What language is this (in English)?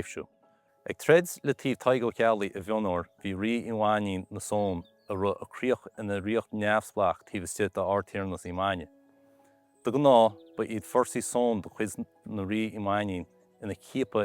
Irish